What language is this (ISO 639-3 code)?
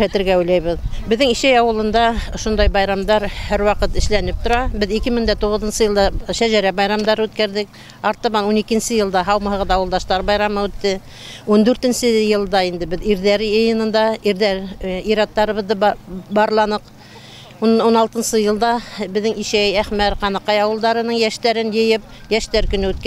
bak